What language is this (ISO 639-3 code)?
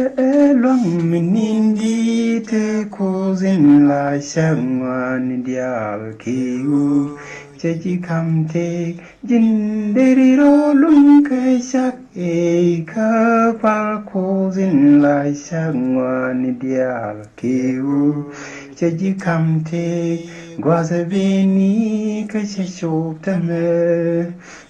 nus